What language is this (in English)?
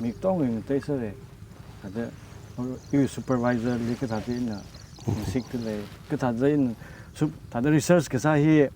Tangkhul Naga (India)